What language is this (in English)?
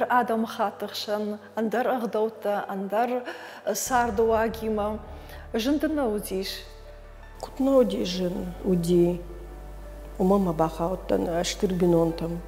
Ossetic